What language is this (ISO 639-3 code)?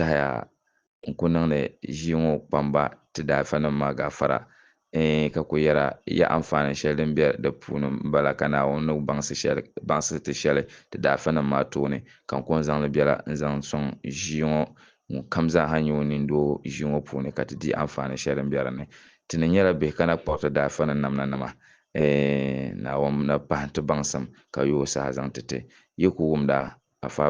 dag